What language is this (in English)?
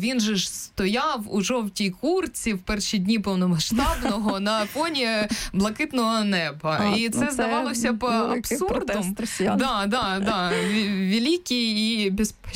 Ukrainian